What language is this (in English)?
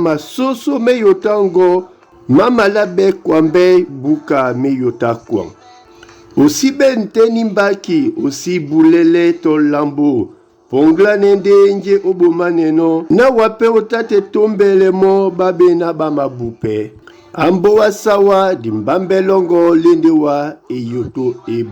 Duala